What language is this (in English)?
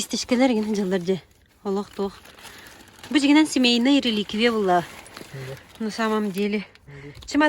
Yakut